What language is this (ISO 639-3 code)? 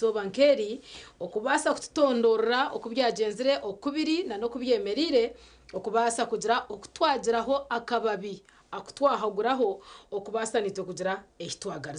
nyn